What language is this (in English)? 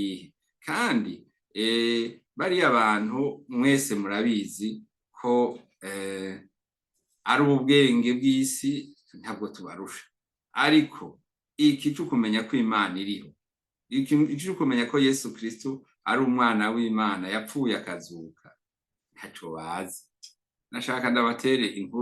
Rundi